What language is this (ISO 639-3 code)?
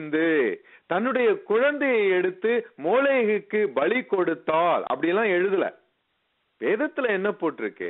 tam